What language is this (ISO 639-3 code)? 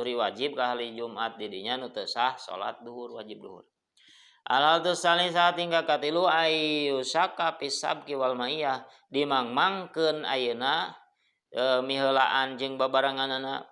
sun